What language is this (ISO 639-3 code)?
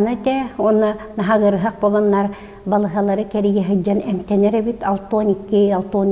sah